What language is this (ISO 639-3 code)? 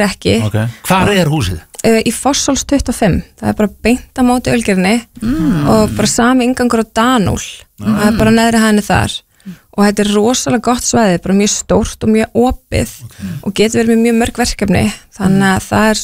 isl